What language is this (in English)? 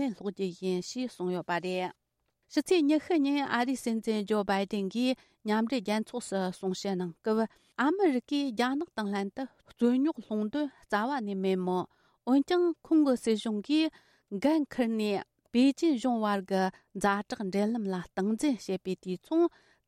Tibetan